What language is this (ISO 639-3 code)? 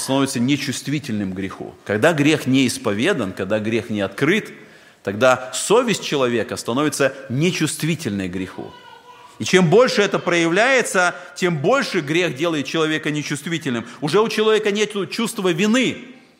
rus